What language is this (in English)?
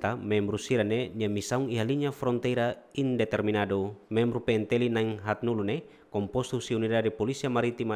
Tetum